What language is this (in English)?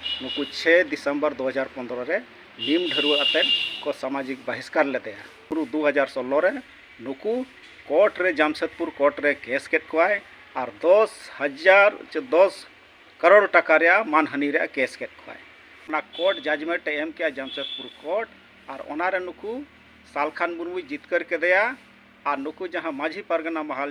Santali